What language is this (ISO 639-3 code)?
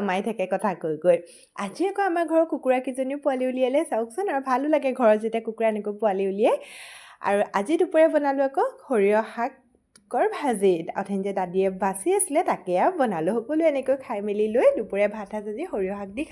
asm